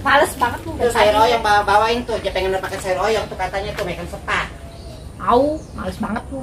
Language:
Betawi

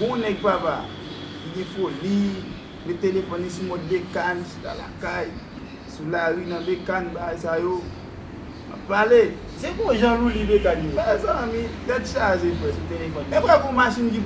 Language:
Haitian Creole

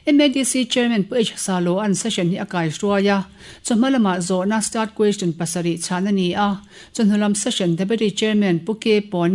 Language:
Mizo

